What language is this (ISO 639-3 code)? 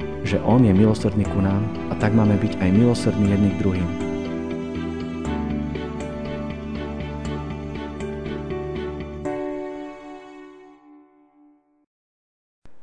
slk